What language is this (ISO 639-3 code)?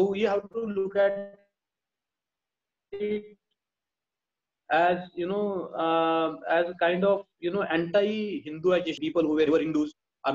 eng